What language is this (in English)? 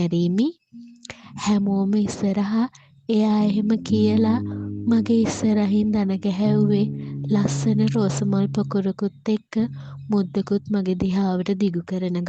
Sinhala